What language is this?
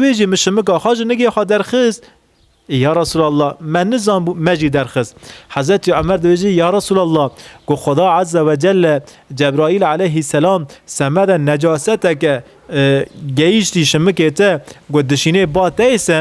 Kurdish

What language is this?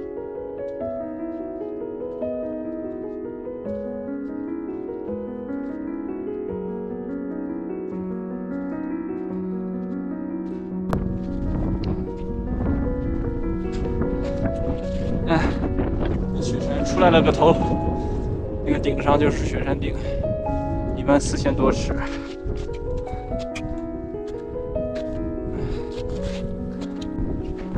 Chinese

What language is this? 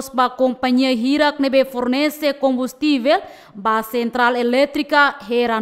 Tetum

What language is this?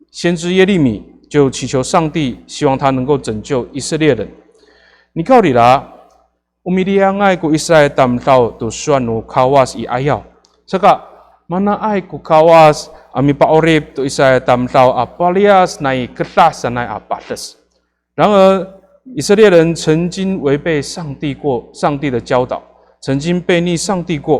Amis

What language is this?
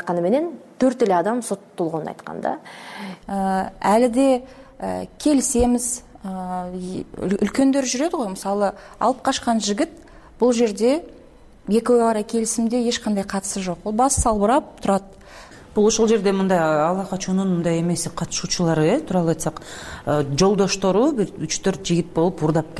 Kyrgyz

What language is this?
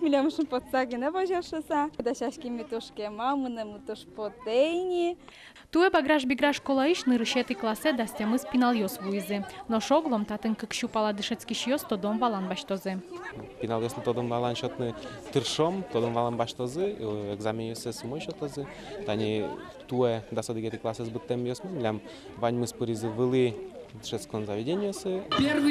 Udmurt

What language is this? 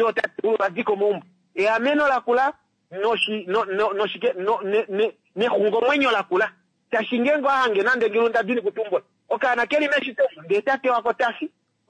Kuanyama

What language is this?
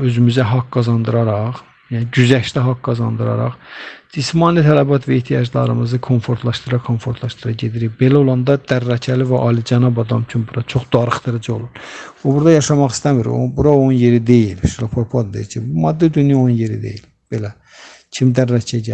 Azerbaijani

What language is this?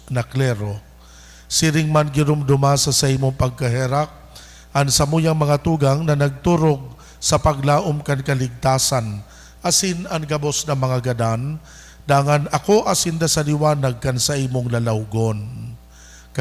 Bikol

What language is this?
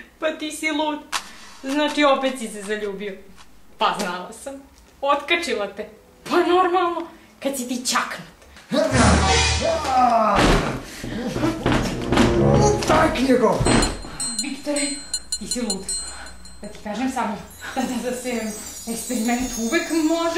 Serbian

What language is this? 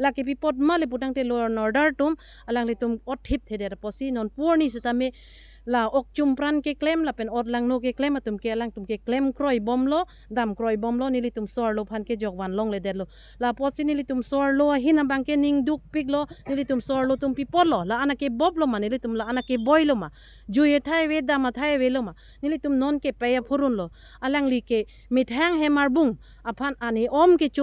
Karbi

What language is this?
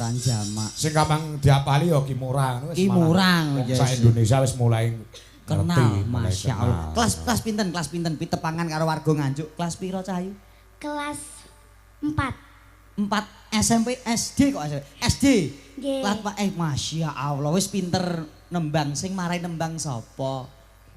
Javanese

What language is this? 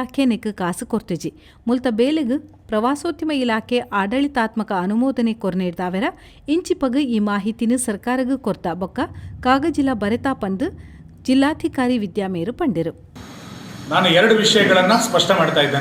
Tulu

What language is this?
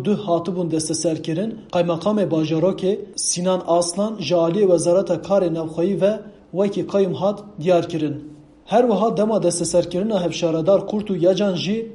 Kurdish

